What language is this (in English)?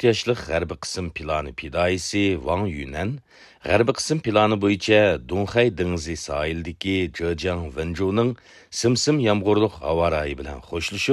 Uyghur